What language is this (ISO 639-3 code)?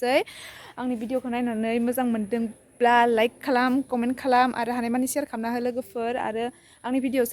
brx